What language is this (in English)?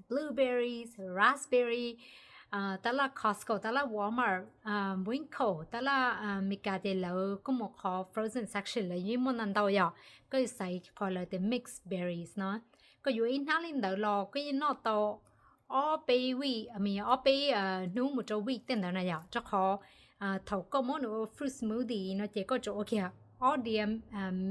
Hmong